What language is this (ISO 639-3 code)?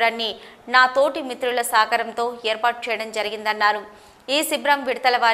tel